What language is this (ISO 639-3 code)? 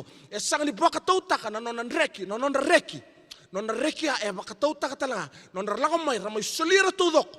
fij